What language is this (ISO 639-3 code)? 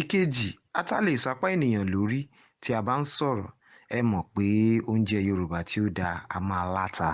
yor